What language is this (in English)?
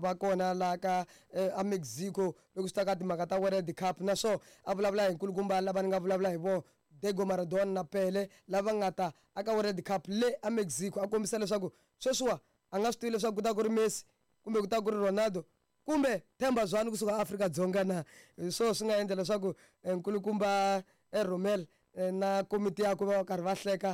Tsonga